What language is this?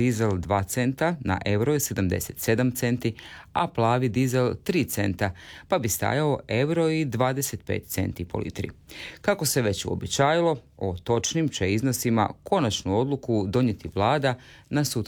Croatian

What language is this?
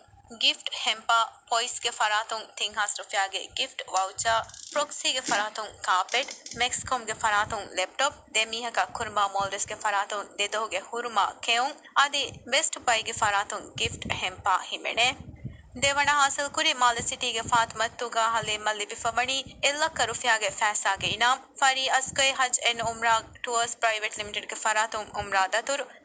Divehi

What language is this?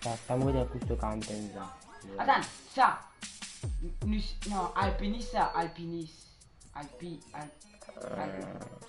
Morisyen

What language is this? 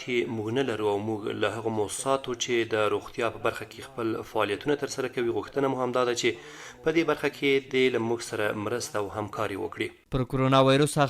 Pashto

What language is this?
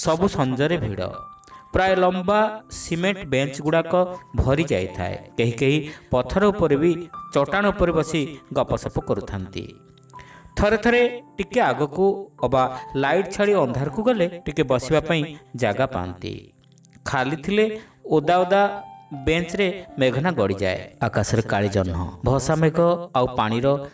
Odia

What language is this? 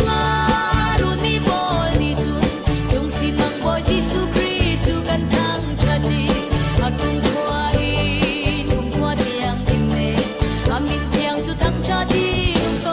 Falam Chin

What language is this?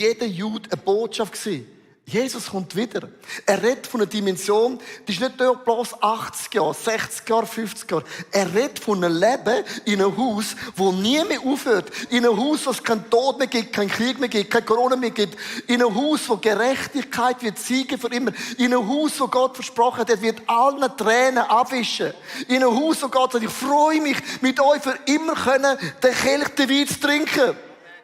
Swiss German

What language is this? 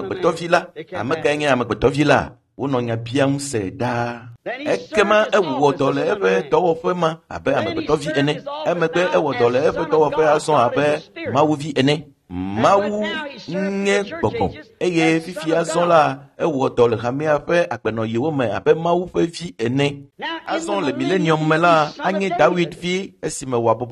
Ewe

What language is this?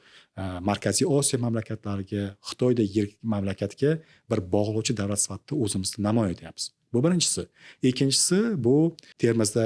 Uzbek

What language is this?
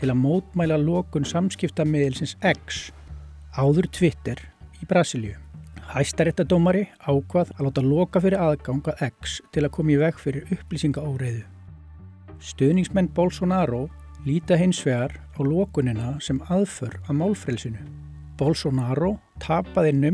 Icelandic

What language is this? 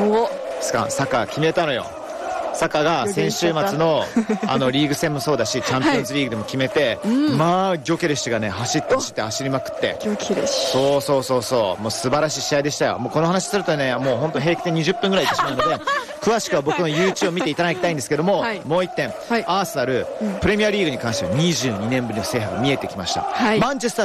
Japanese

